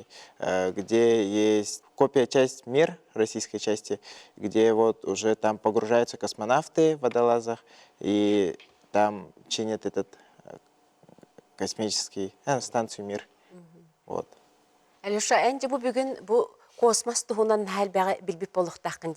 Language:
Yakut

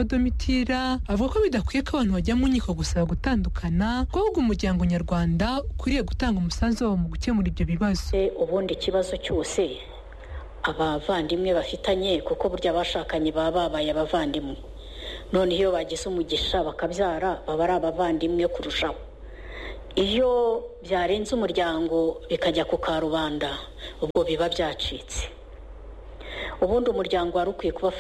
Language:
Kinyarwanda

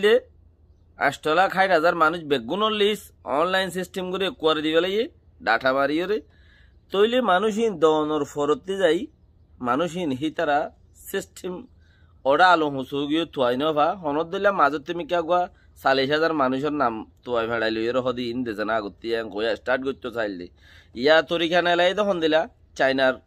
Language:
Rohingya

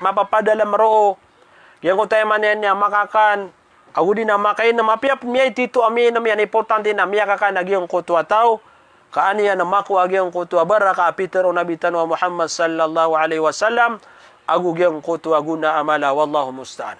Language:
Maranao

